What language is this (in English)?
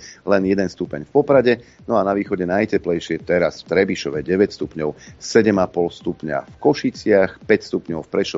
Slovak